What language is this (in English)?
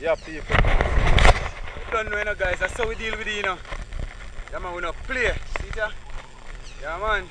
Jamaican Creole English